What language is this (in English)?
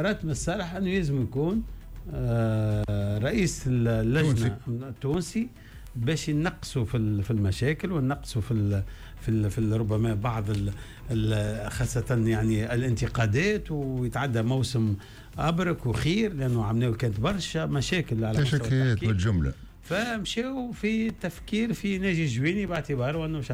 Tunisian Arabic